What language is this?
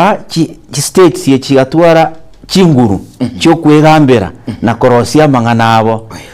Gusii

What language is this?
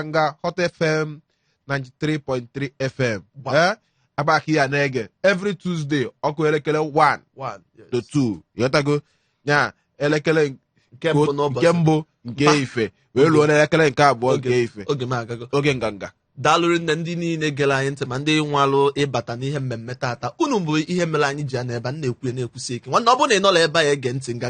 Igbo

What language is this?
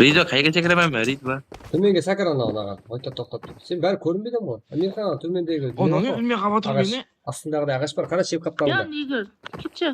Kara-Kalpak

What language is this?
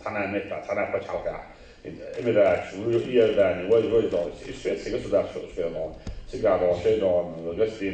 Chechen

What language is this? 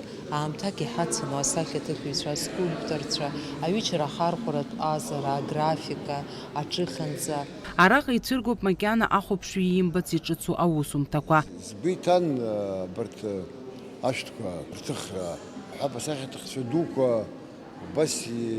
Abkhazian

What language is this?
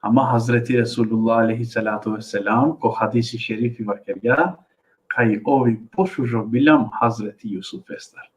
Balkan Romani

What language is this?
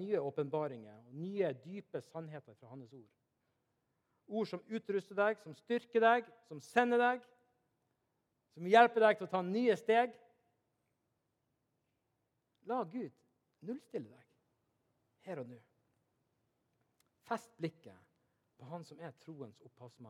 Norwegian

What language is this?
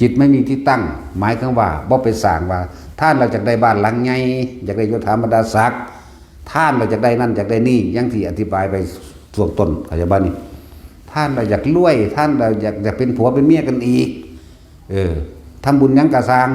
Northeastern Thai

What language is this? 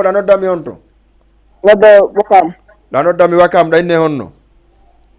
Fula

